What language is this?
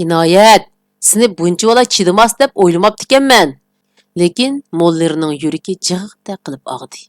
Uyghur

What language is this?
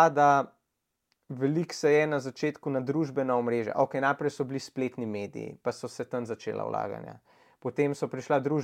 Slovenian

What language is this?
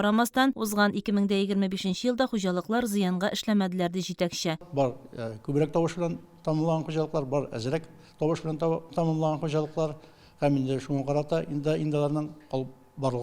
Tatar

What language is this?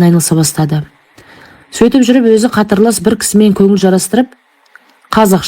Kazakh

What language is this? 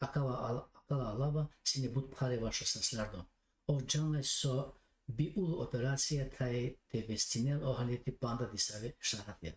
Balkan Romani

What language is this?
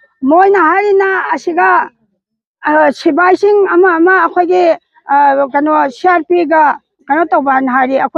Manipuri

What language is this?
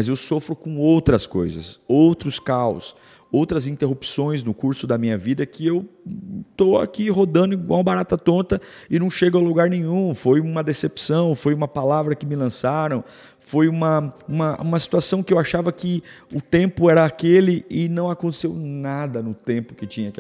Portuguese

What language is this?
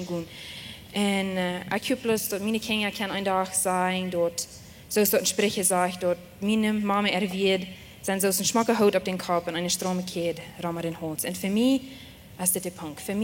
Plautdietsch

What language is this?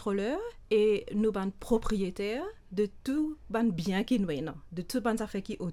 Morisyen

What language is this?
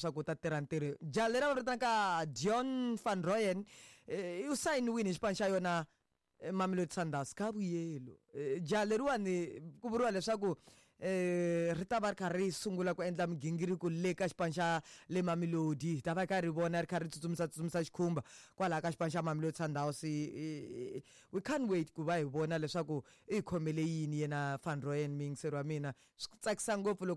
Tsonga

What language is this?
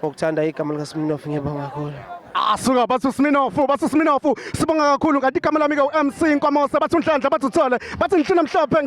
Zulu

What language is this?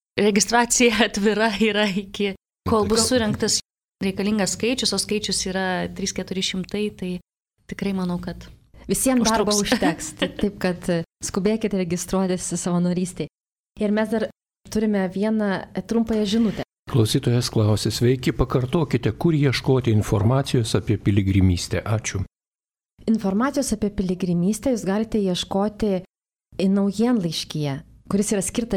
Lithuanian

